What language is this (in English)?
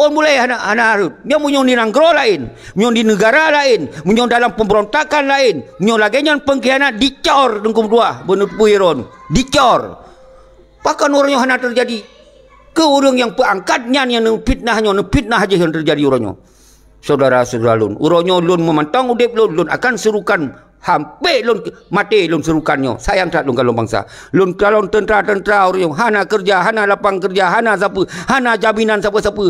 Achinese